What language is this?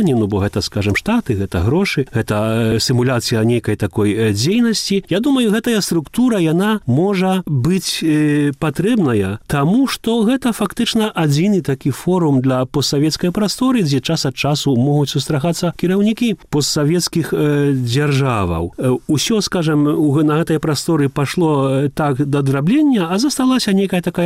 Belarusian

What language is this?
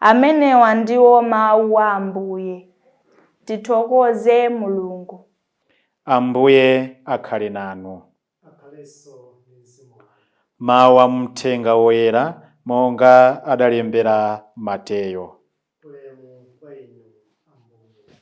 Nyanja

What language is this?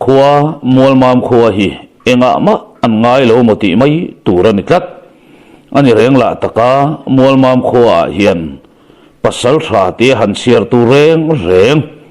Mizo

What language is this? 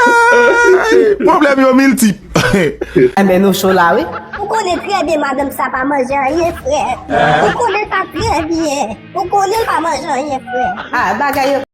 Haitian Creole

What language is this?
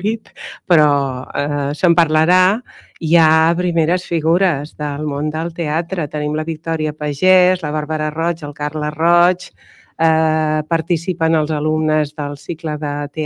Catalan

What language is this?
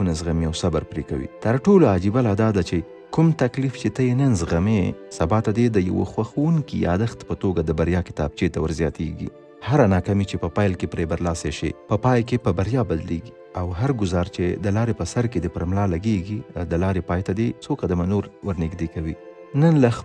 Pashto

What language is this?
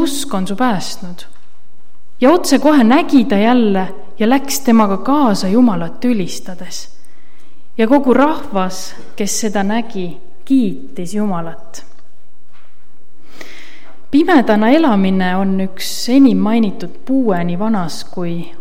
Estonian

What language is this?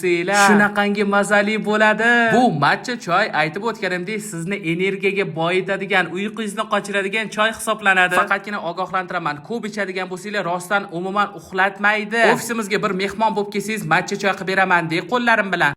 Uzbek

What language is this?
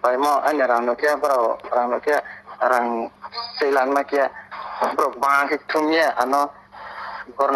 Riang (India)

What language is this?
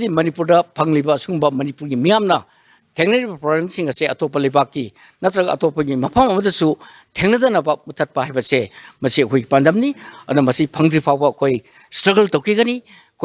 Manipuri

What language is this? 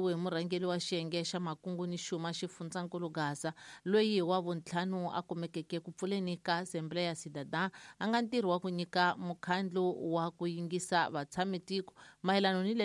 Tsonga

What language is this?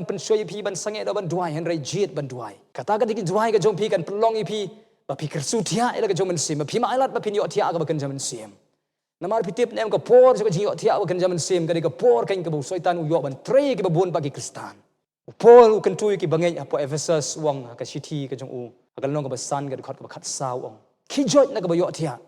Khasi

